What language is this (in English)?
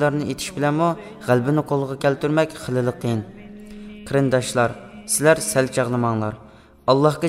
Uyghur